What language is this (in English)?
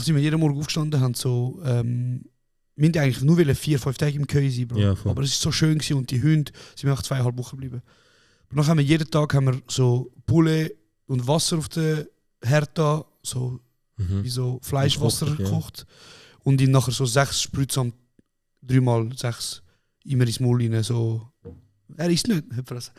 Swiss German